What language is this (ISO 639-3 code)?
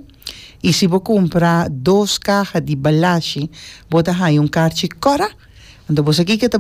pap